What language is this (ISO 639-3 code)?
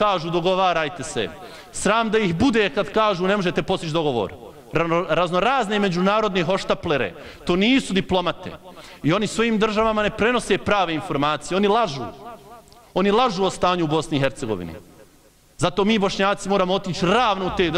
bos